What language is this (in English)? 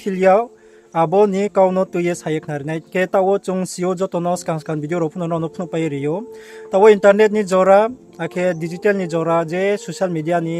Riang (India)